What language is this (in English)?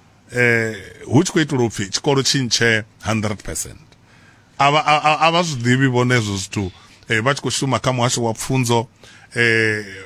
Venda